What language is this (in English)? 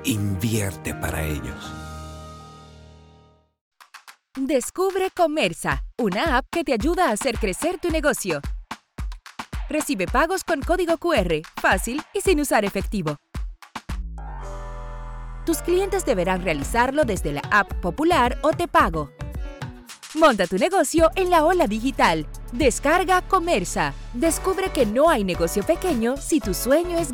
Spanish